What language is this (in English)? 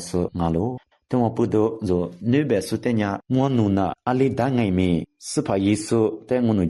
Lisu